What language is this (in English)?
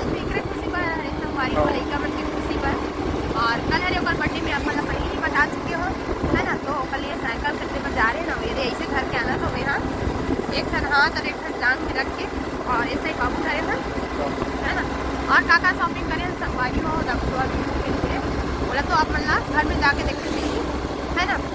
Chhattisgarhi